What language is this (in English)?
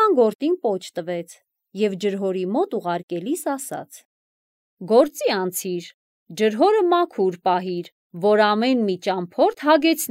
Armenian